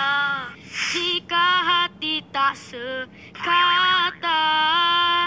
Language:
Malay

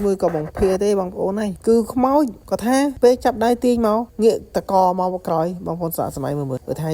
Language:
Khmer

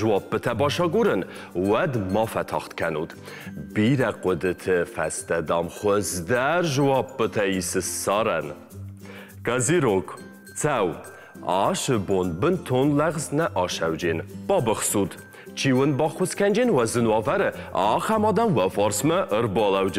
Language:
Ossetic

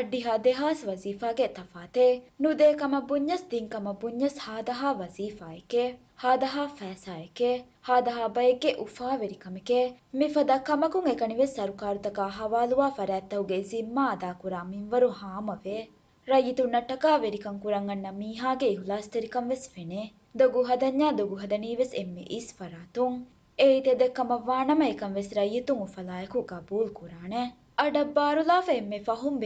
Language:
Divehi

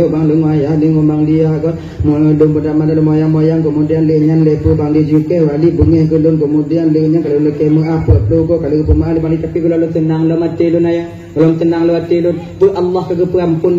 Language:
Achinese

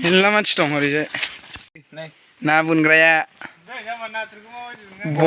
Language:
Bodo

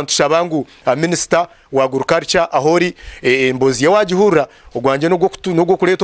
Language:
Nyankole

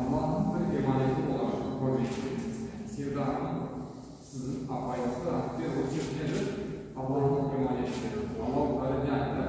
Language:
Crimean Tatar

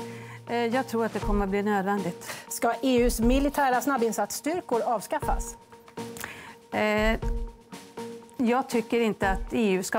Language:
Swedish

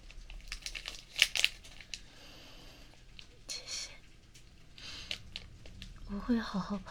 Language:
Chinese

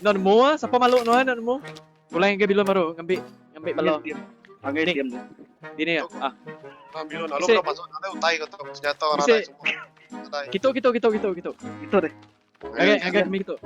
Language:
Iban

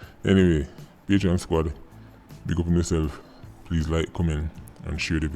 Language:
Jamaican Creole English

